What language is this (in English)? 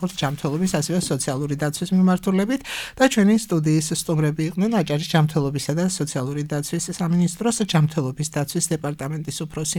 Georgian